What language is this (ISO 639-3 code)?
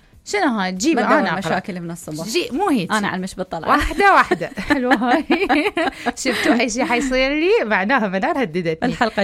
acm